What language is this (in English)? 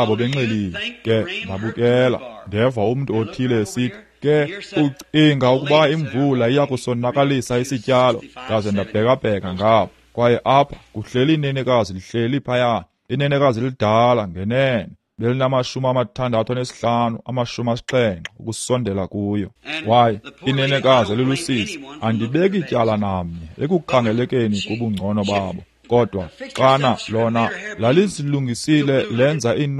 Xhosa